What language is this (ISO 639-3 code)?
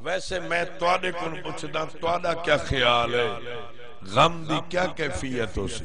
skr